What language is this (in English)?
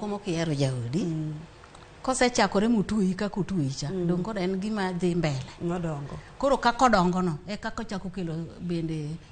Luo (Kenya and Tanzania)